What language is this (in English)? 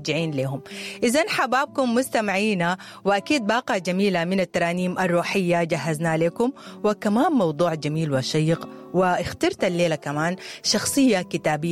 Sudanese Arabic